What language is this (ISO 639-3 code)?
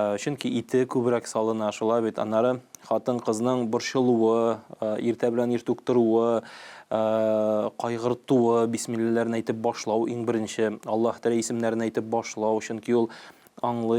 tat